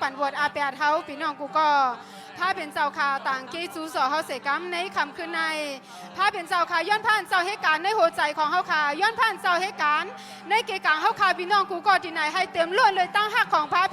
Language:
Shan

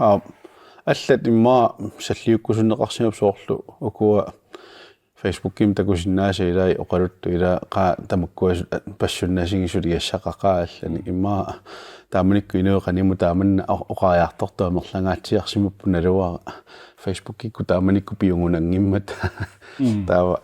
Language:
Kalaallisut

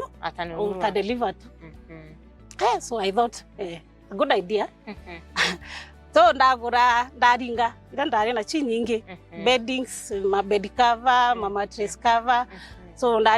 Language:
Meru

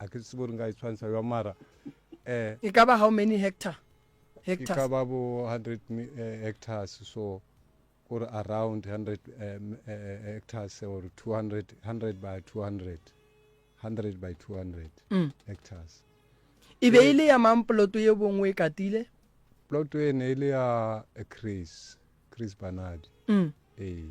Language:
Northern Sotho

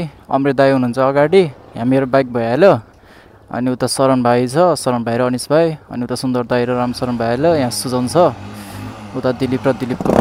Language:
Nepali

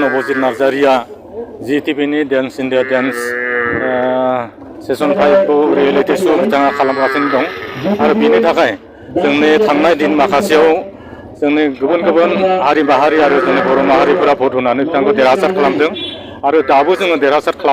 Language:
Bodo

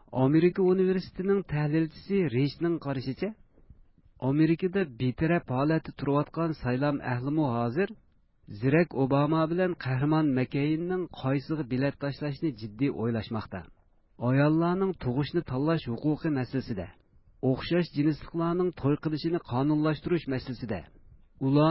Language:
Uyghur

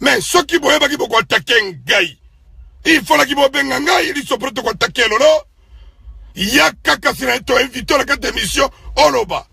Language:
Lingala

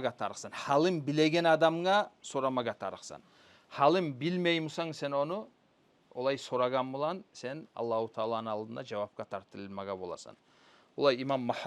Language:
Kumyk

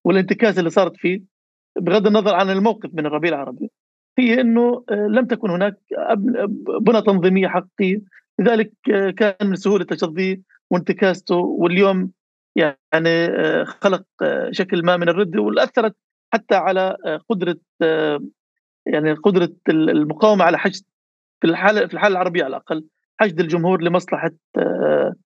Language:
North Levantine Arabic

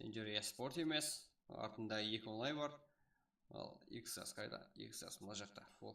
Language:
Kara-Kalpak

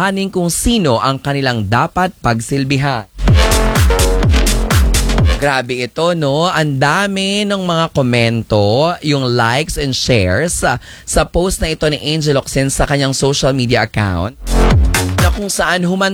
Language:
Filipino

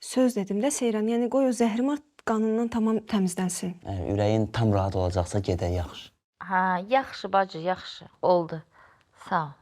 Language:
Azerbaijani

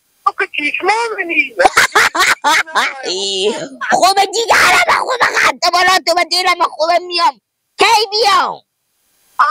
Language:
Hazaragi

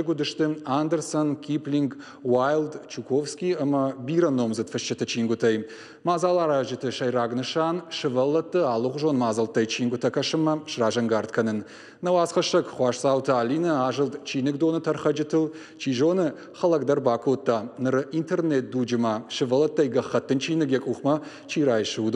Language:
Ossetic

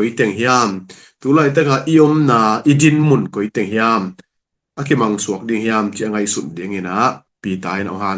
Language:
Tedim Chin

